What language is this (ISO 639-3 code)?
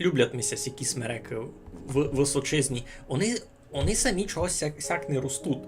rue